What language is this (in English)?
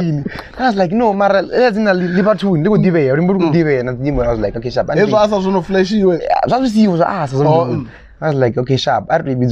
Venda